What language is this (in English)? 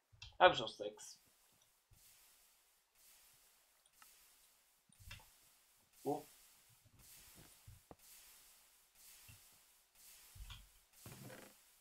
German